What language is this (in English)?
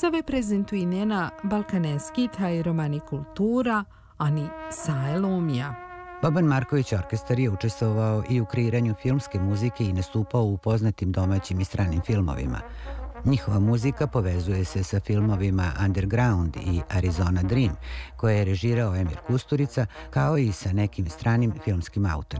Serbian